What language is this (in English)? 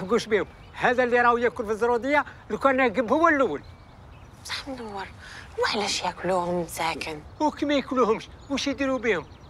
Algerian Arabic